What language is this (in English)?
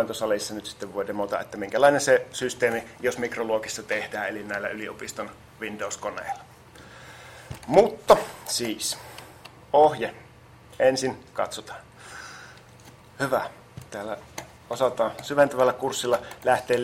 Finnish